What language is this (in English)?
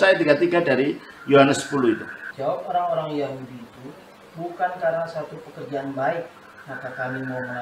Indonesian